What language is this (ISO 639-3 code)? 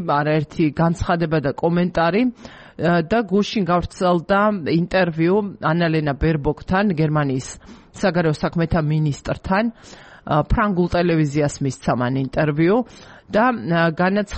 kat